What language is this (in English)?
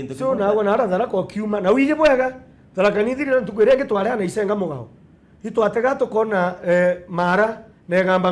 Meru